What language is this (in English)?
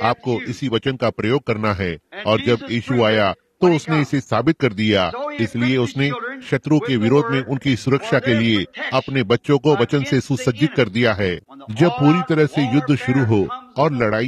Hindi